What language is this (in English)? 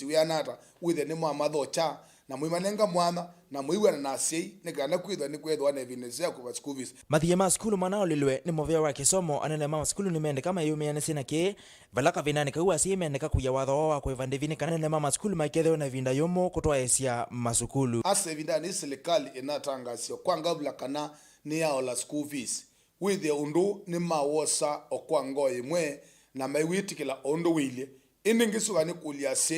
Kamba